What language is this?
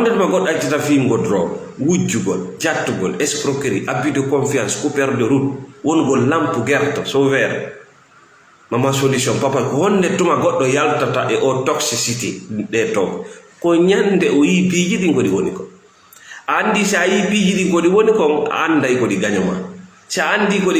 Fula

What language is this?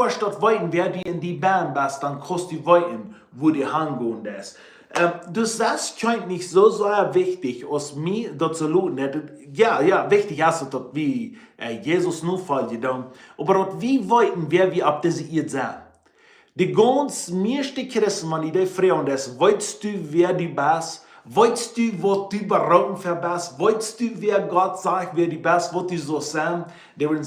Plautdietsch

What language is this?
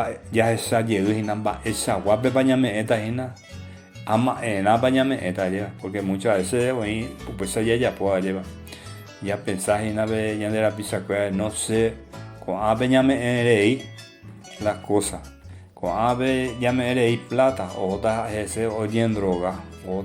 Guarani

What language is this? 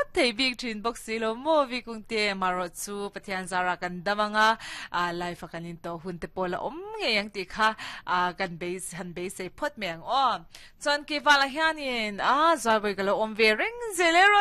Mizo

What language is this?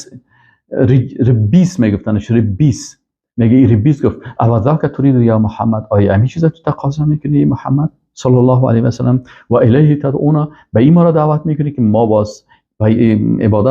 Persian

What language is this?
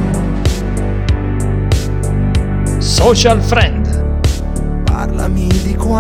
Italian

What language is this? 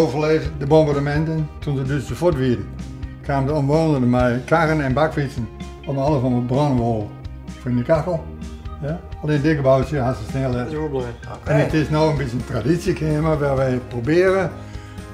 Western Frisian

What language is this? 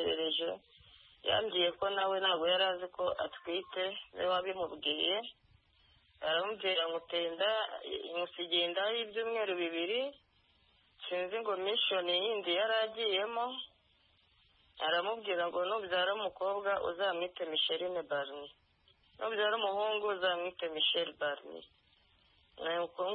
Kinyarwanda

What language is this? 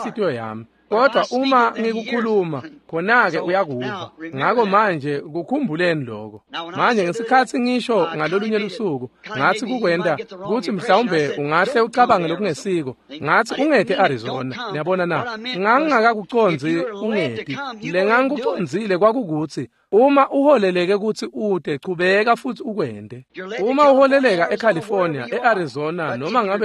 Swati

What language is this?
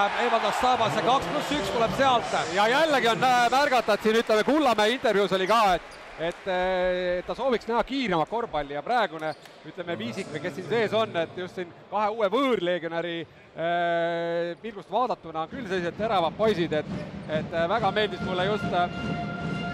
Estonian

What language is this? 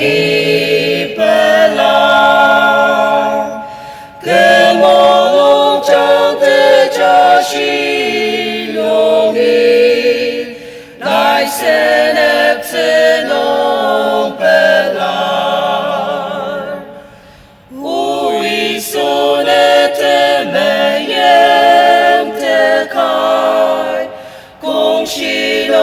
Ao Naga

